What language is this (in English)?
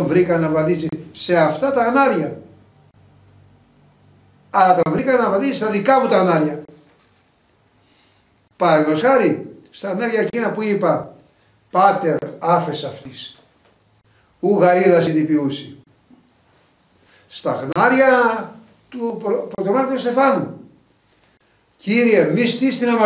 Greek